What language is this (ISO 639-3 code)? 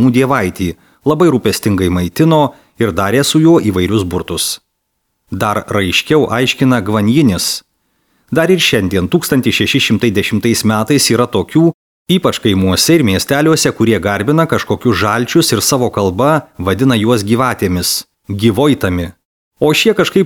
lit